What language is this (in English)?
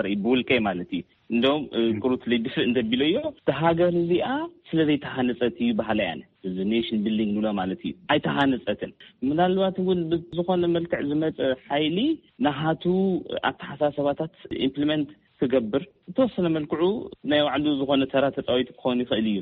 Tigrinya